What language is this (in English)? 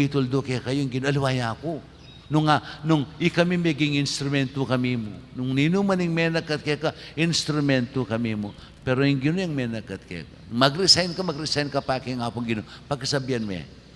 Pampanga